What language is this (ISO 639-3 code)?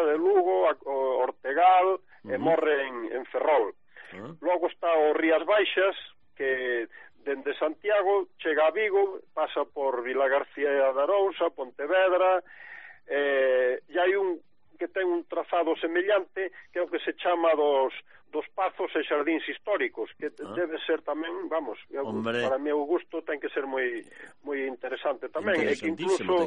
glg